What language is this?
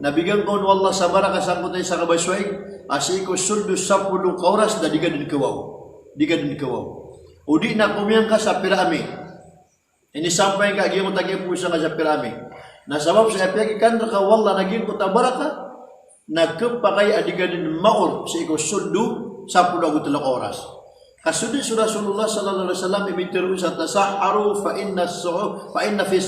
Maranao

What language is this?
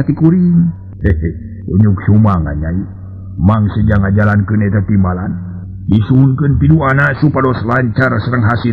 Sundanese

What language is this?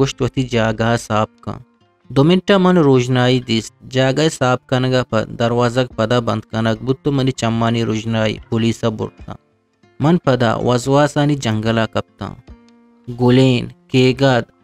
Eastern Balochi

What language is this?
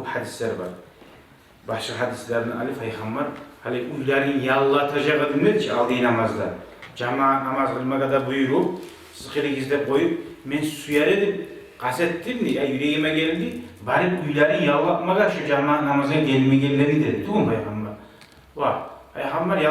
Kumyk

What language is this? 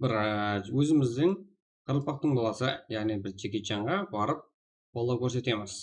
Kara-Kalpak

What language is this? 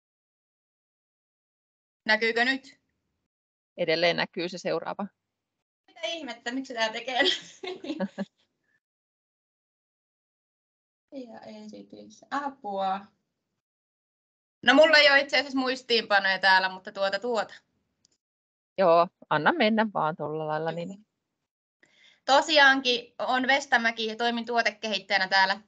Finnish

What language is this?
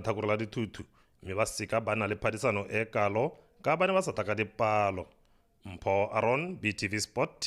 Tswana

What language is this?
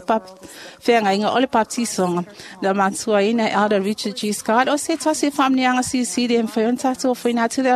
Samoan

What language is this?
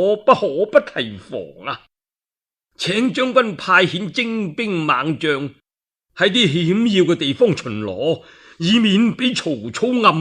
Cantonese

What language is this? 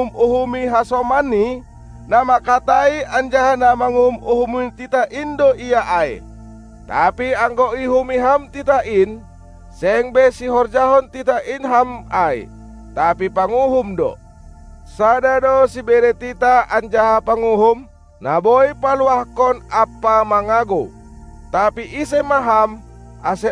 Batak Simalungun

